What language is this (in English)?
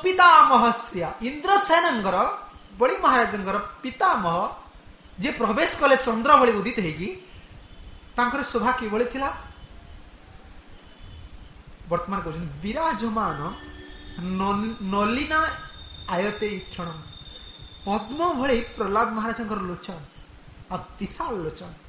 Odia